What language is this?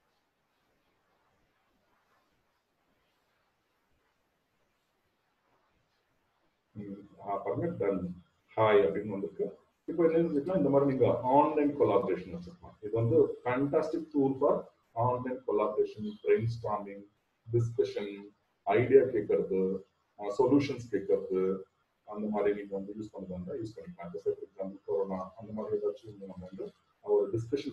Tamil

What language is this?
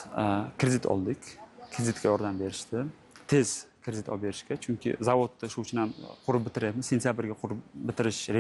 Uzbek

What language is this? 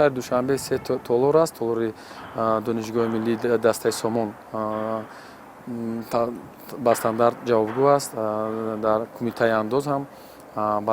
Tajik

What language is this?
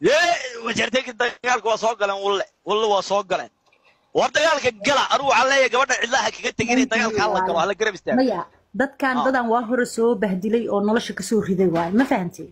Somali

